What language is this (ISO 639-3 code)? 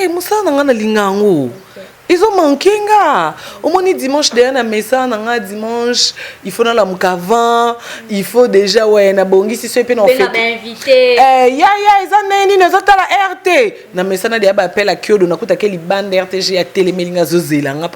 lin